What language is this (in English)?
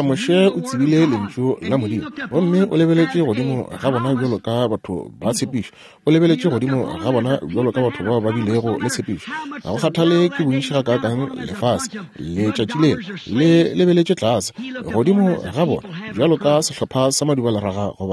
Northern Sotho